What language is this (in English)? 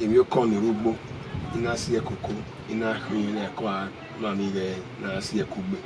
Bini